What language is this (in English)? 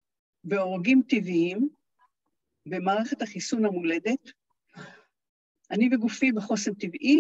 Hebrew